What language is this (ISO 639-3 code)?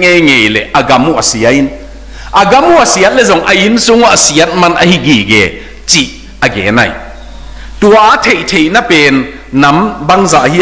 ctd